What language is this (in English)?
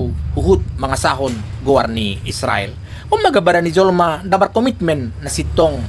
Batak Toba